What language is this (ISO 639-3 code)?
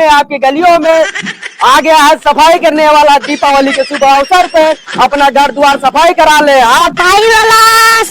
awa